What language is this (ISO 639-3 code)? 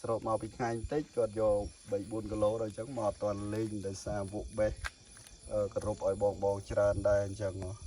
khm